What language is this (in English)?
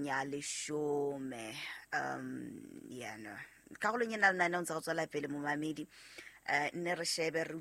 Southern Sotho